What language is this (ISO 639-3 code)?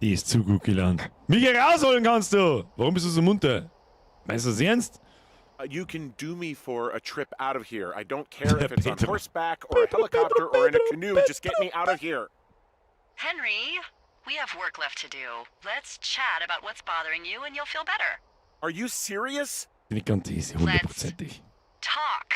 bar